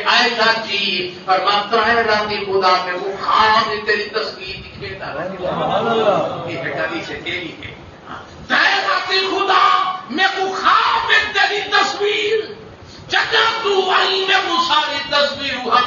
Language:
Saraiki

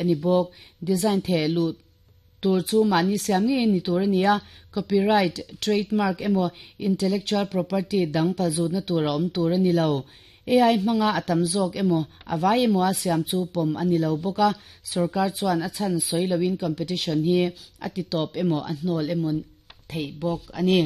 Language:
Mizo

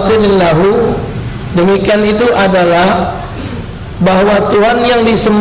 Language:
Musi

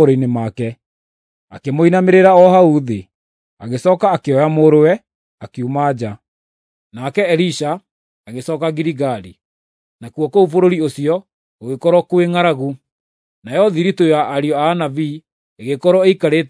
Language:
Kikuyu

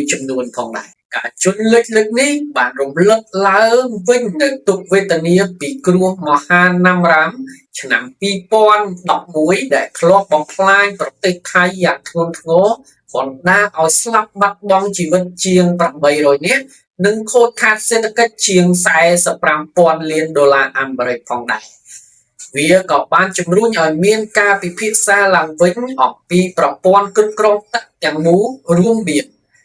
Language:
Khmer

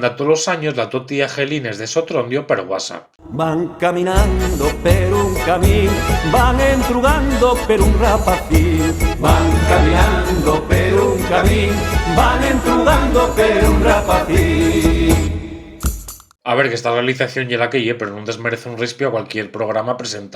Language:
Asturian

